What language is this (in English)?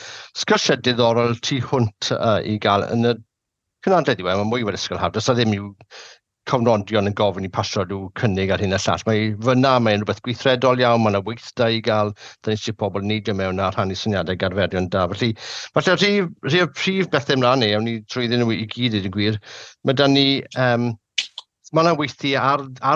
Welsh